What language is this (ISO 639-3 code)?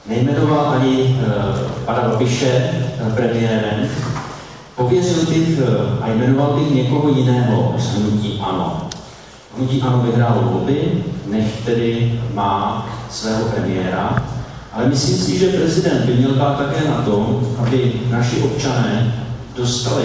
ces